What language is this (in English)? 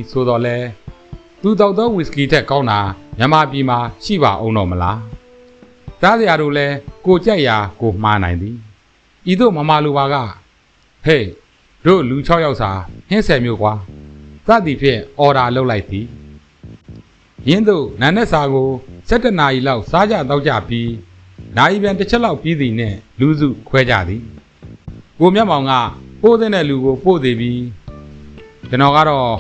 Burmese